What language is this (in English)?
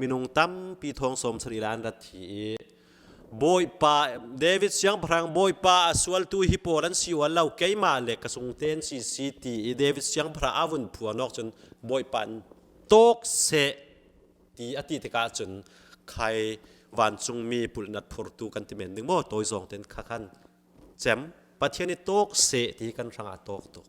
Falam Chin